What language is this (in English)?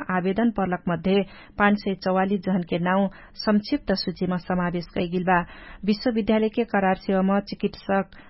Dangaura Tharu